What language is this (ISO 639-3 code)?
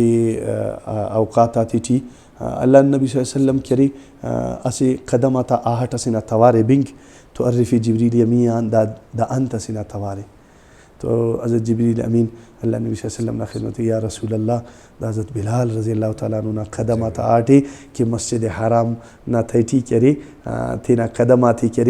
brh